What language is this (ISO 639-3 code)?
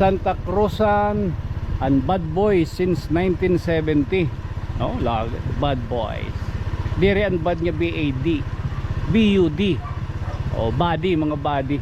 war